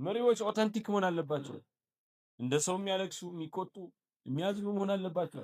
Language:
Amharic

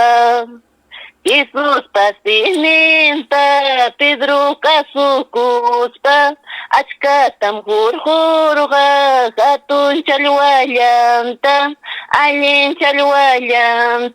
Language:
Ayacucho Quechua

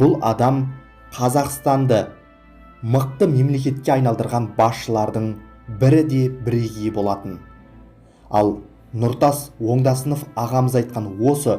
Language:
Kazakh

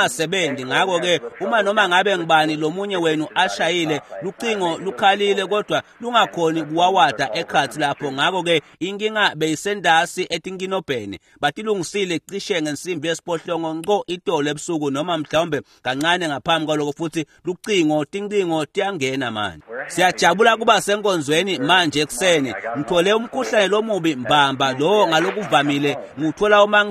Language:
Swati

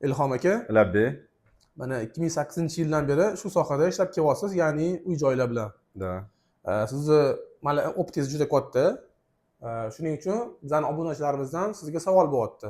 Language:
Uzbek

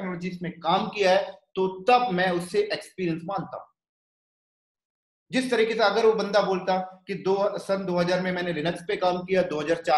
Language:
Hindi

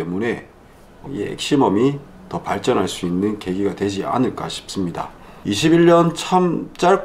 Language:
Korean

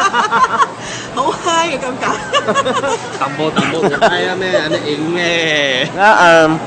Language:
Min Nan Chinese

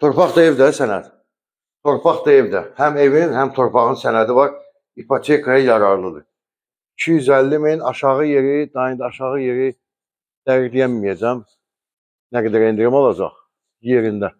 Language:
Azerbaijani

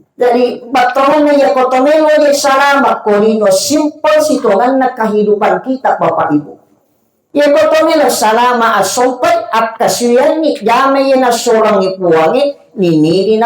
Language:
Buginese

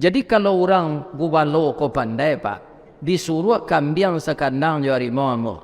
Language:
Minangkabau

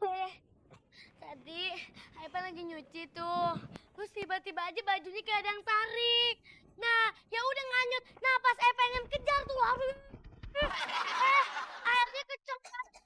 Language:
Betawi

